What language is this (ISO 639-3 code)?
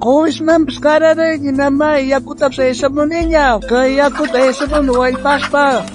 quh